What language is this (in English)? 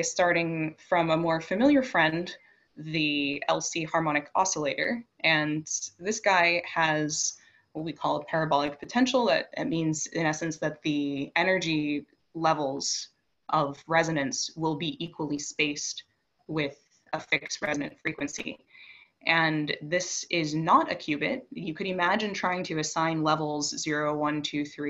English